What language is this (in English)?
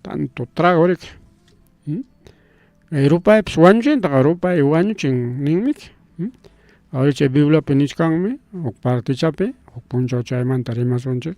Ayacucho Quechua